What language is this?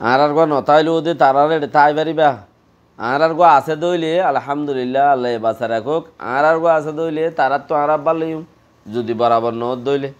Rohingya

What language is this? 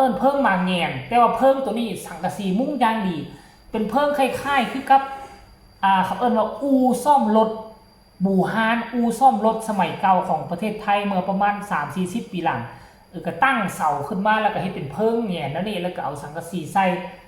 Northeastern Thai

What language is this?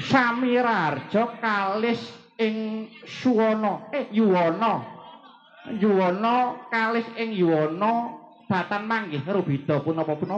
Javanese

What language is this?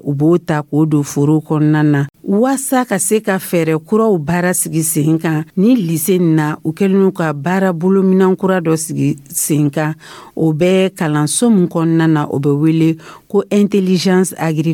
Dyula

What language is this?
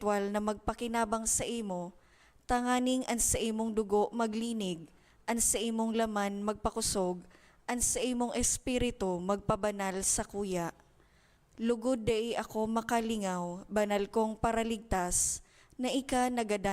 Bikol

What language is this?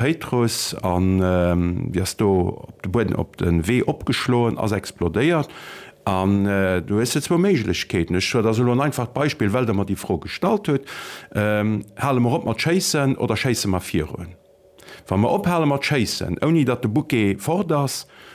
Luxembourgish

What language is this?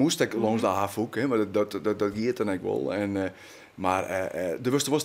Western Frisian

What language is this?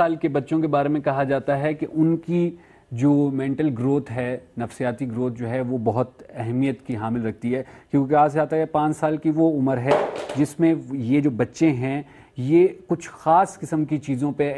Urdu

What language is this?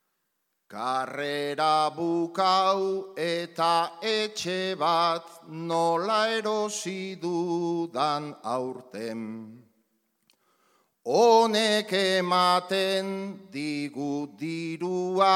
Basque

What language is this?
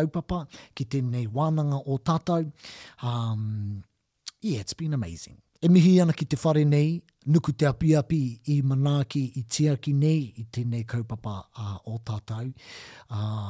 Māori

